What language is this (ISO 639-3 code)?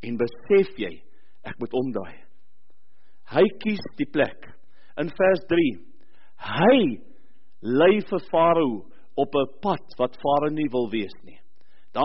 afr